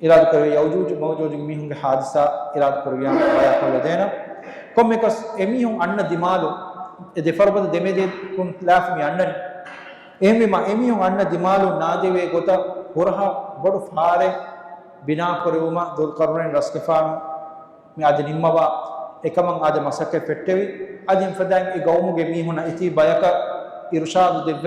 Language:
Divehi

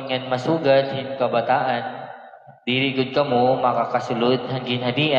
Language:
Waray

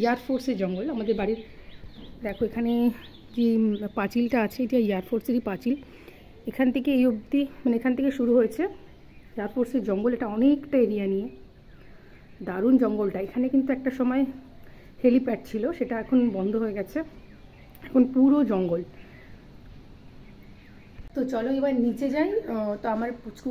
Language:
Bangla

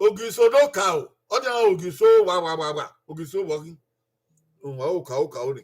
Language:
Bini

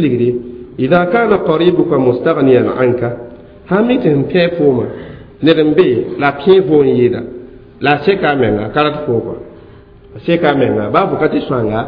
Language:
Mossi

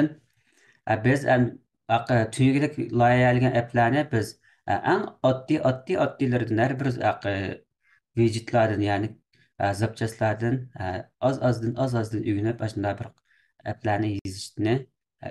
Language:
Uyghur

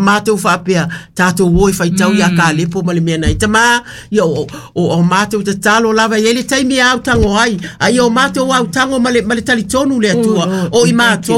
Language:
Samoan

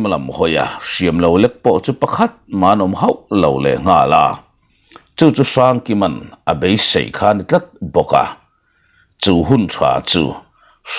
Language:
Mizo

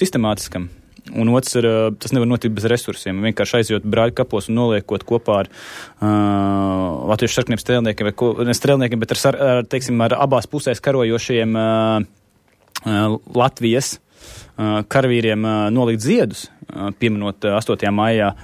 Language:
Latvian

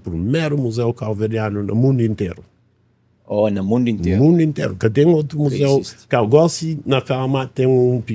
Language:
Kabuverdianu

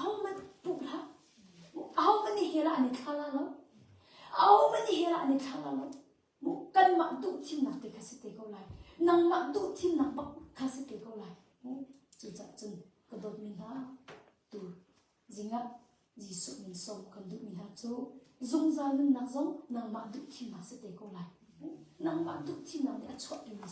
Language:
Hakha Chin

